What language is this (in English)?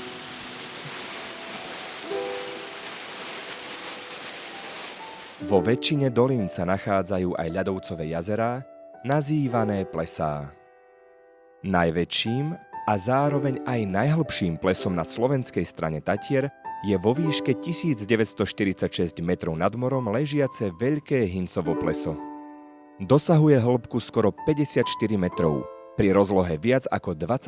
Slovak